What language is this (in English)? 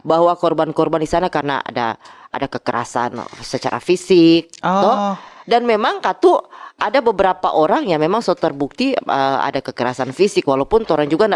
Manado Malay